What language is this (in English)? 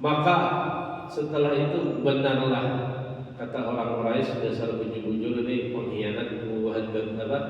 Banjar